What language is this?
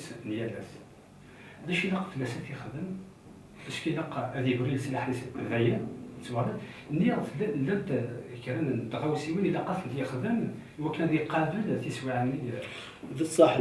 Kabyle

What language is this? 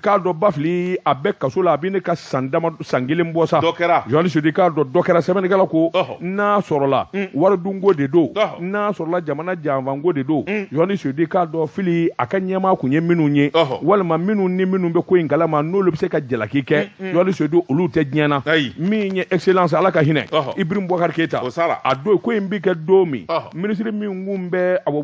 Bambara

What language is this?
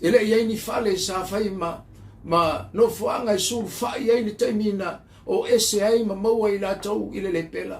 Samoan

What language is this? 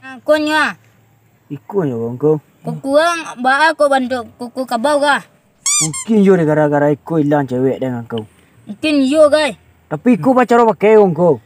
Minangkabau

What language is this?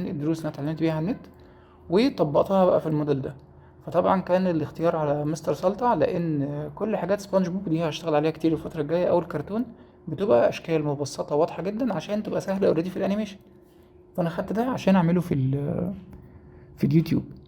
Egyptian Arabic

